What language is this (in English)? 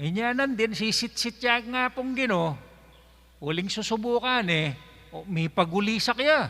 Pampanga